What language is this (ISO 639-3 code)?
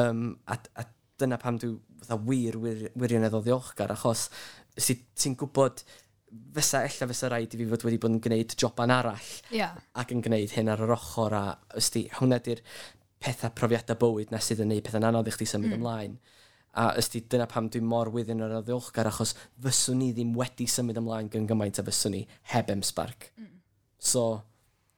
cym